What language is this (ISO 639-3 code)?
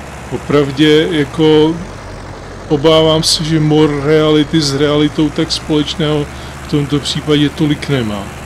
ces